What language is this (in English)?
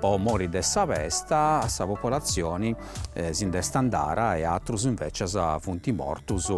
Sardinian